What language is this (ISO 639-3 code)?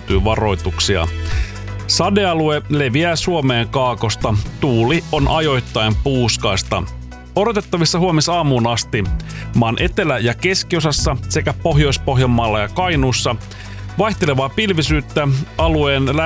fin